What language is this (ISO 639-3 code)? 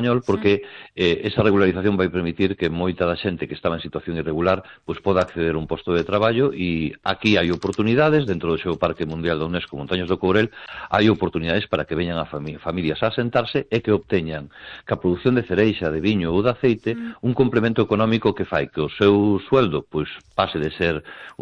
glg